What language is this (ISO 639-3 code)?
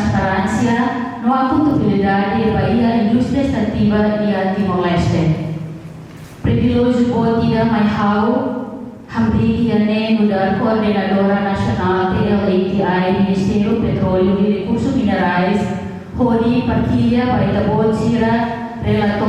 tet